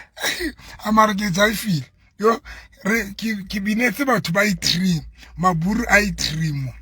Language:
Southern Sotho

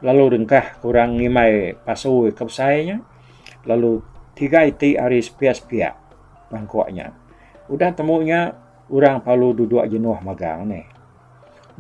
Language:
Iban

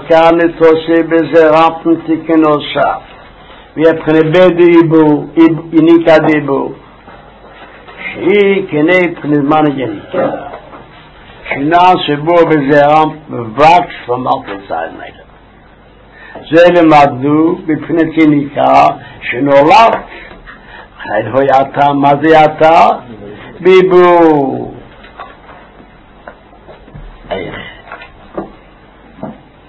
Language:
Hebrew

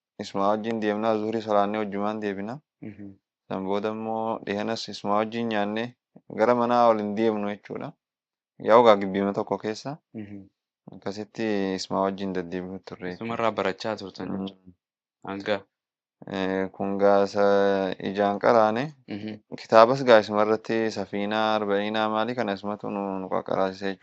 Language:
Oromo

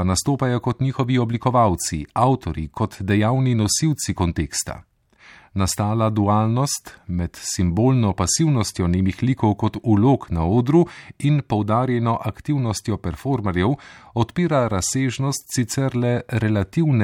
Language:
Slovenian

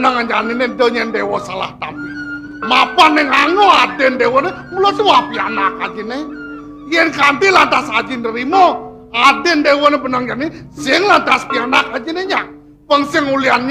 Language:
Balinese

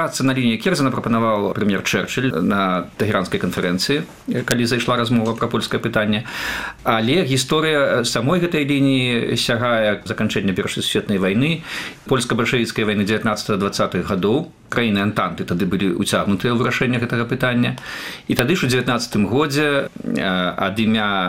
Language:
Belarusian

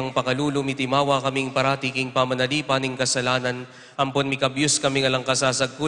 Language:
Pampanga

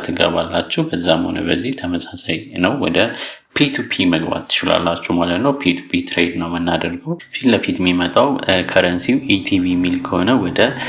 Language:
Amharic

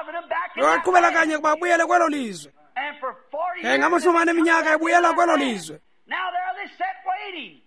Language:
Xhosa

